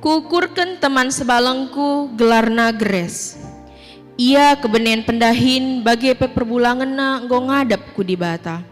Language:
Batak Karo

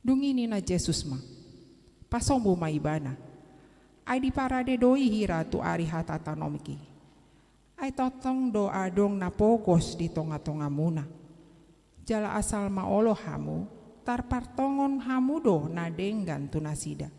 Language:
Batak Toba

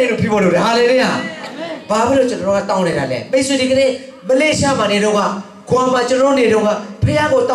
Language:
Burmese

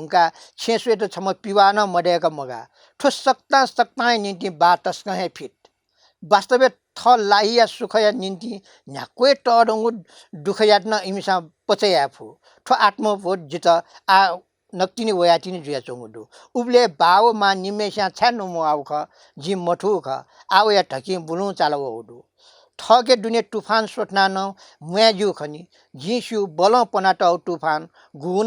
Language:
Newari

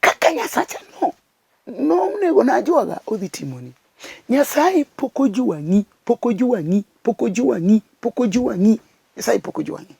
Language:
Luo (Kenya and Tanzania)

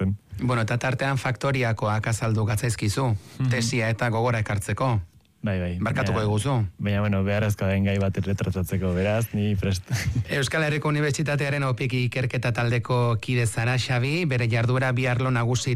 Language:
Basque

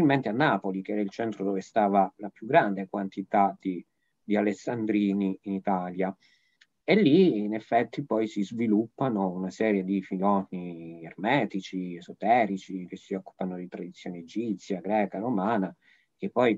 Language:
Italian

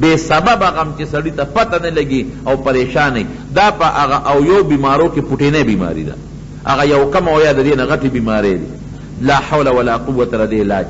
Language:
Pashto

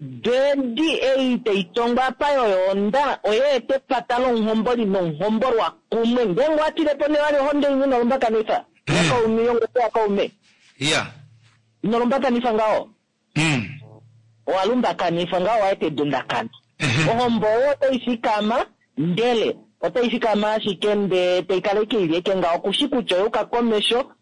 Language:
Kuanyama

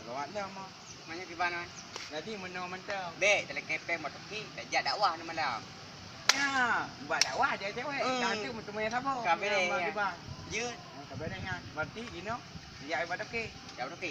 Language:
Achinese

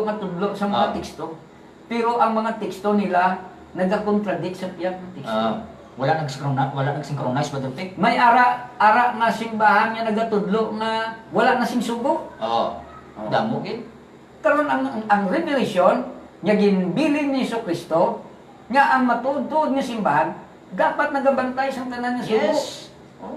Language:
Hiligaynon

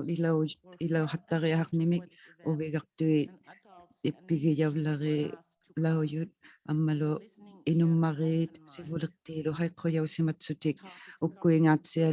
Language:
Inuktitut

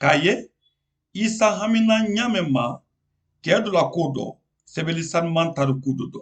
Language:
Mandingo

